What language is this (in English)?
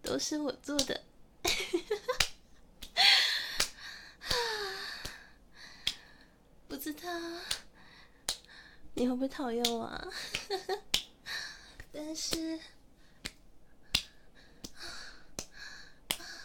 Chinese